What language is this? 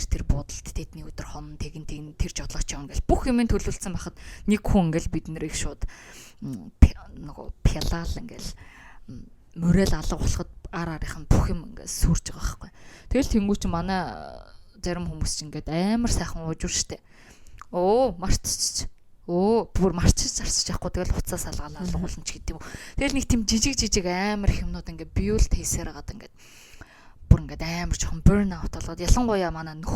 Mongolian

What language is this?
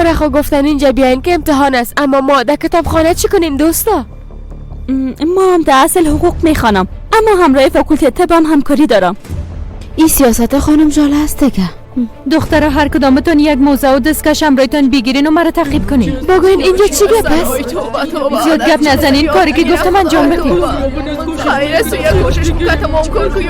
Persian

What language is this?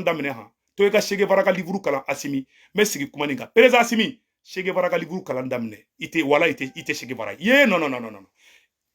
Bambara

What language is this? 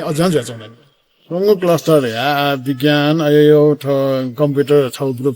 Newari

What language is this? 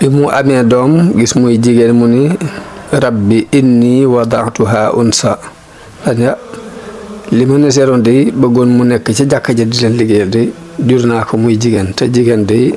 Wolof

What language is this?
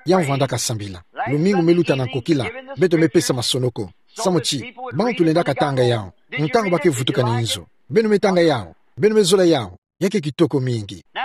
Kituba (Democratic Republic of Congo)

